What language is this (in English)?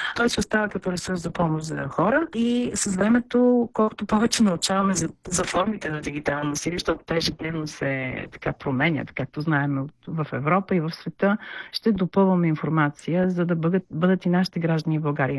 Bulgarian